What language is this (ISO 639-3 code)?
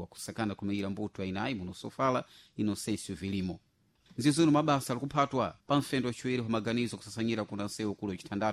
seh